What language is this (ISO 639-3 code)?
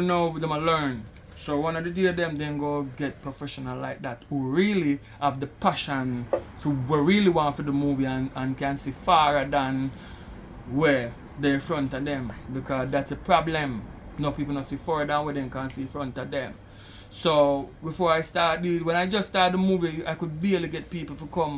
jam